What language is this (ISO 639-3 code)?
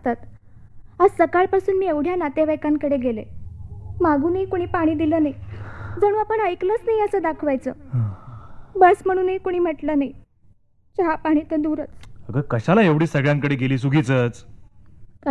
mar